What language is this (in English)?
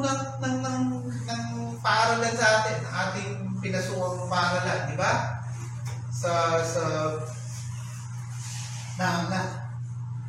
Filipino